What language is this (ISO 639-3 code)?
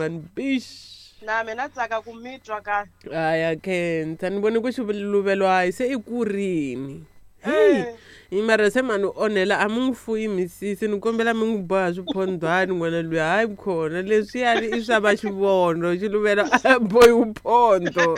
tso